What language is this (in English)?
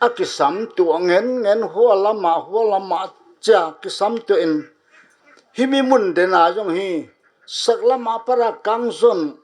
Paite Chin